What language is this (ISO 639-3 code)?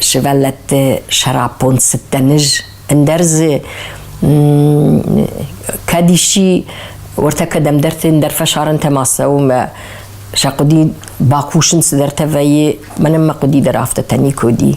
oss